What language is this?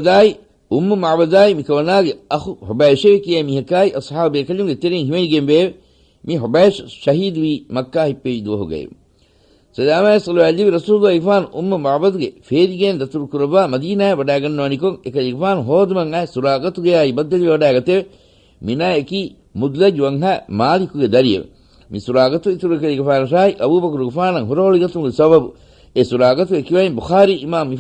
Divehi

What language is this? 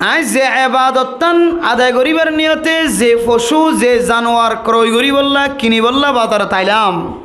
Rohingya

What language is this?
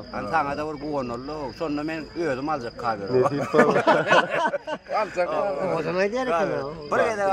Turkmen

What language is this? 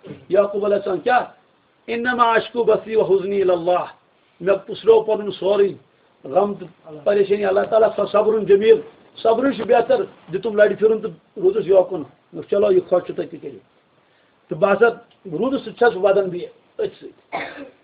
Kashmiri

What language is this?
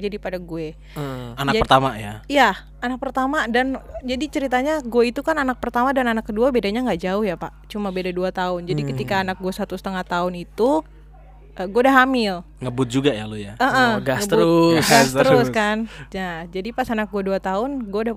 Indonesian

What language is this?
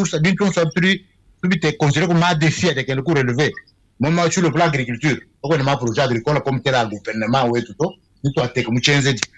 Luba-Lulua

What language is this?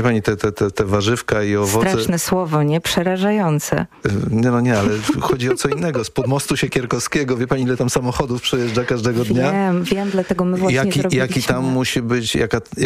Polish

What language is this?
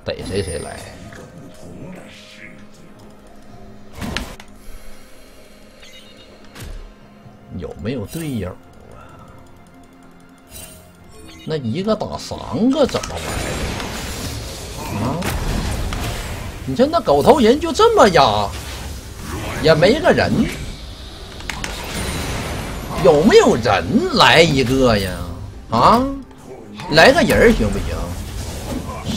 Chinese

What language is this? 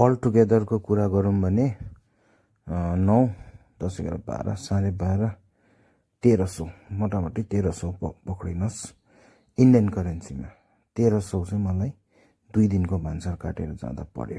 Nepali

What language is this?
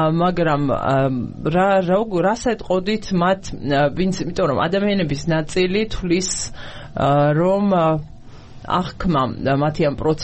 Georgian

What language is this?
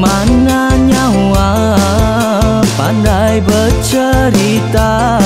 Iban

